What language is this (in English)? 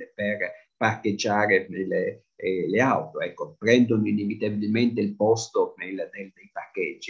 Italian